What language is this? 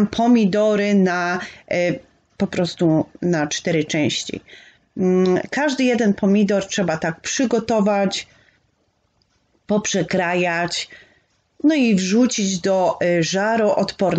Polish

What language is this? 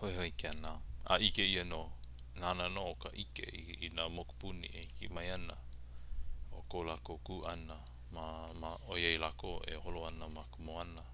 Hawaiian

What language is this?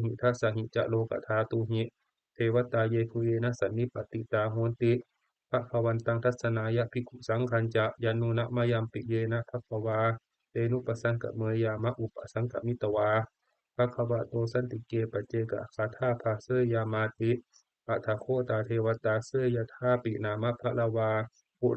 Pali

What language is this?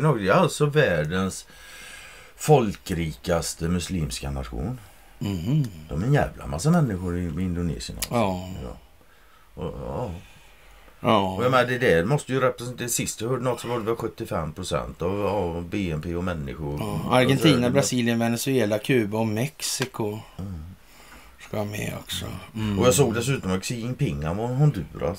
Swedish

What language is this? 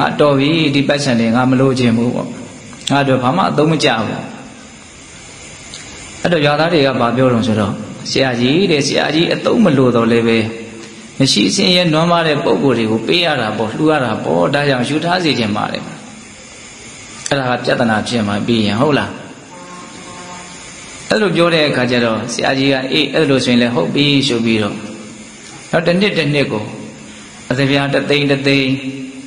Burmese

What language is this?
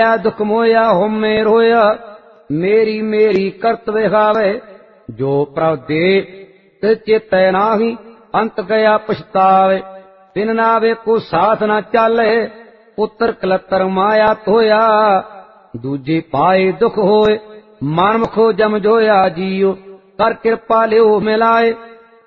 Punjabi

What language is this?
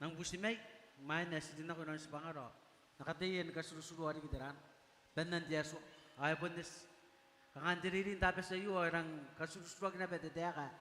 Gilbertese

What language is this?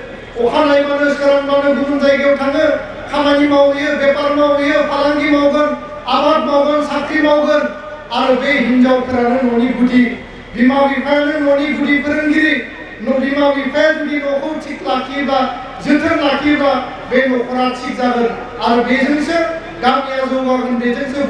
Bodo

